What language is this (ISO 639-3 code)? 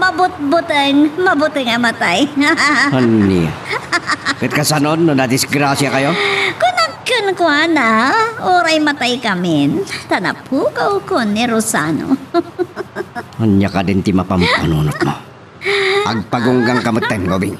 ilo